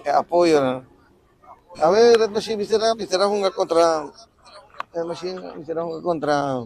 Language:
Papiamento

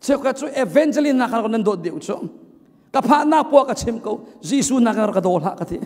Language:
Hakha Chin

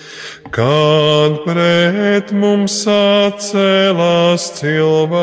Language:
Latvian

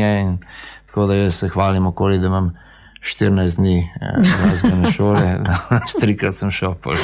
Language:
Slovenian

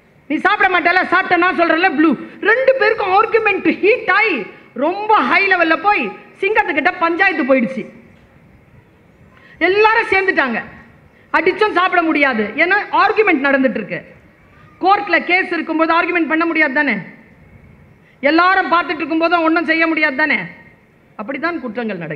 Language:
Tamil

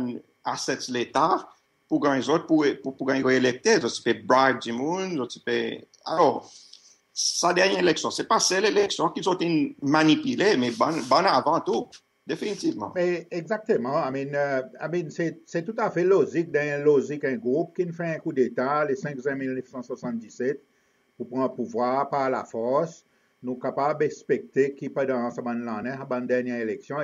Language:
Seselwa Creole French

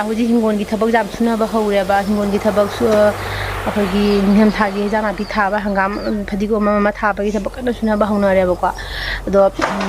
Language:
Manipuri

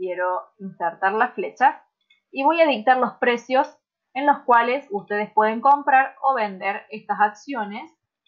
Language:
Spanish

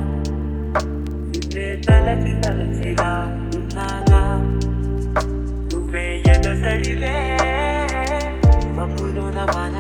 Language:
Telugu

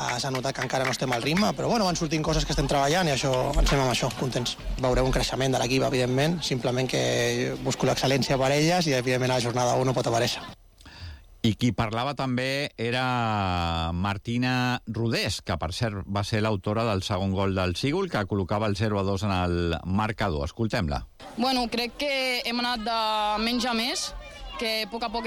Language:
Catalan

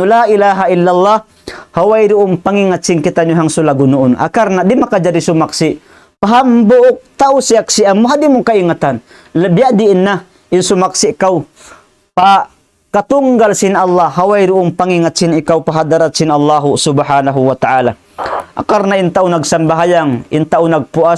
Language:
Tausug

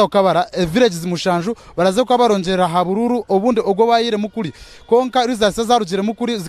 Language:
Nyankole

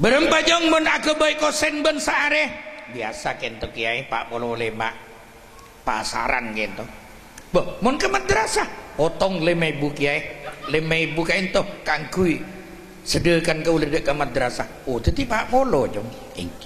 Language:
Madurese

